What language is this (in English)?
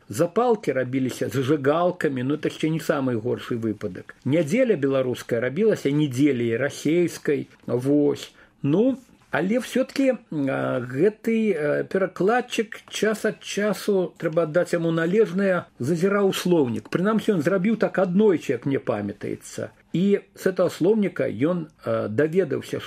Belarusian